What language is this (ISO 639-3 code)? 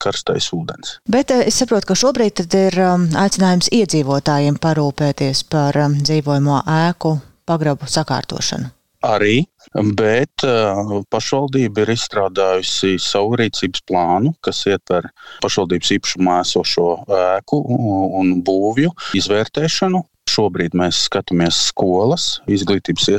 lav